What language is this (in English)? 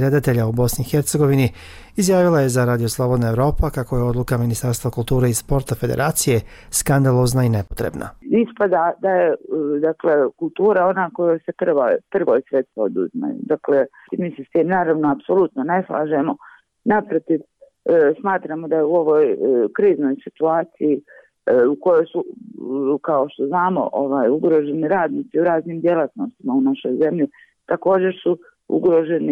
Bosnian